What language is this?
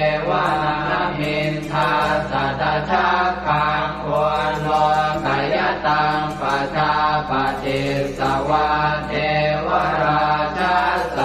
Pali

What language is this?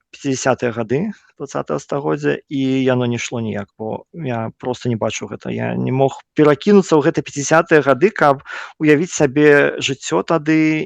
Belarusian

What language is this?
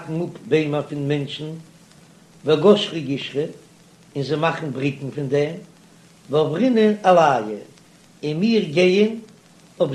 Yiddish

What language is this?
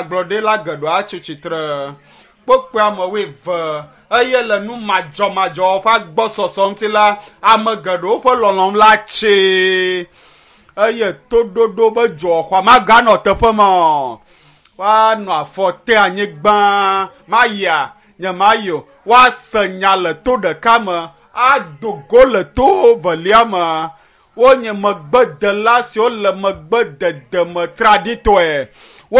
Ewe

